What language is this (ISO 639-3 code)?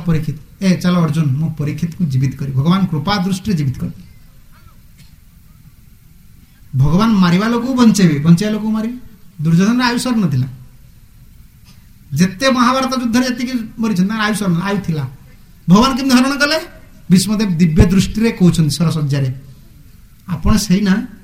ori